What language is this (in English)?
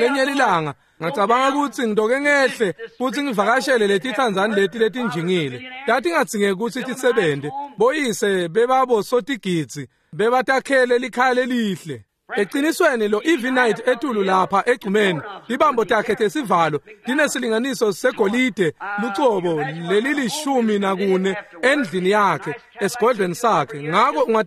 Swati